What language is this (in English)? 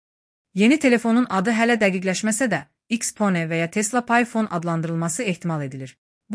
Azerbaijani